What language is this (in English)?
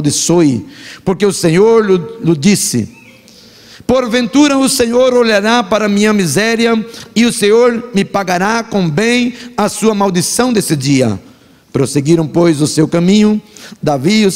Portuguese